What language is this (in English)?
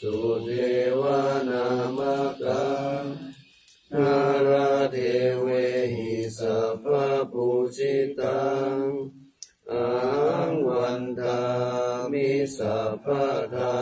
Pali